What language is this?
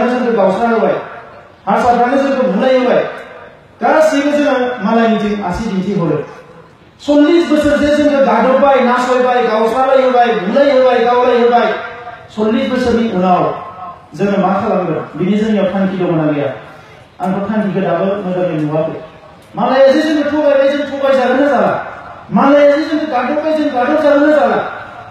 Bodo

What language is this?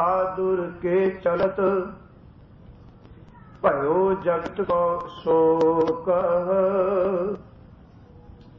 Punjabi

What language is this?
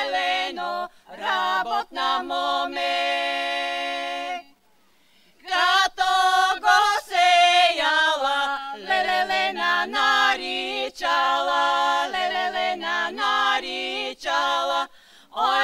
Bulgarian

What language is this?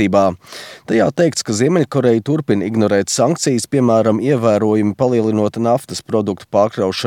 Latvian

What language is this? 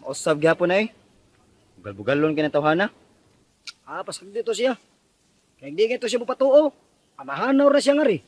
Cebuano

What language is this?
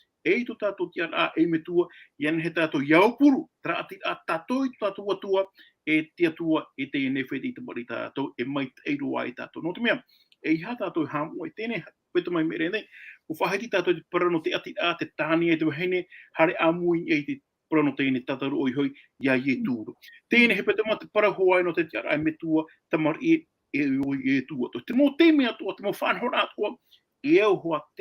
Tahitian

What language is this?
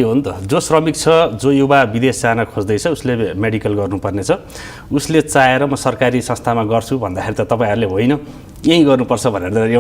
Nepali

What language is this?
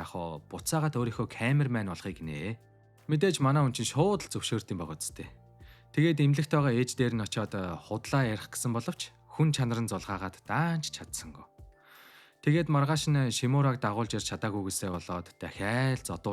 Mongolian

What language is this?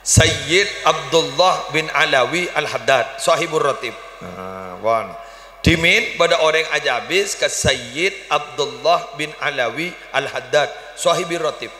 Madurese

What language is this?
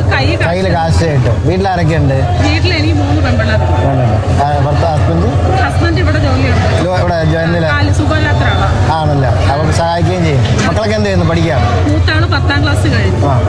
Malayalam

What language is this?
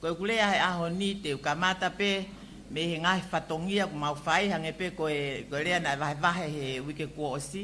Tongan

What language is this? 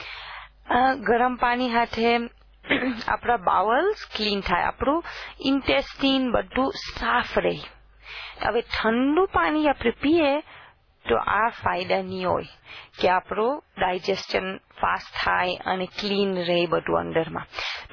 Gujarati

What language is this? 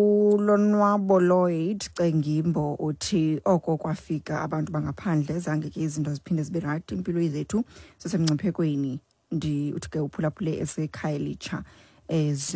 Xhosa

